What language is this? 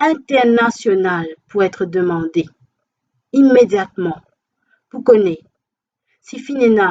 Morisyen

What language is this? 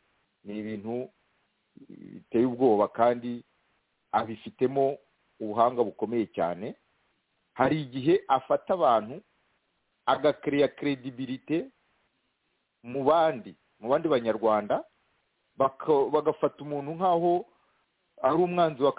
Kinyarwanda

